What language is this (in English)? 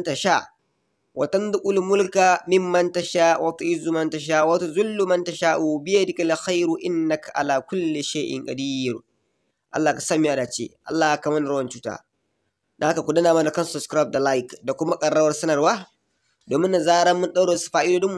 Hausa